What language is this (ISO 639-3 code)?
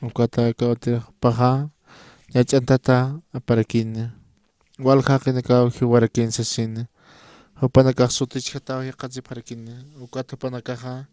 aym